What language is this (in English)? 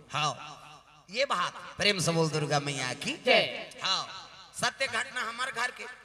Chhattisgarhi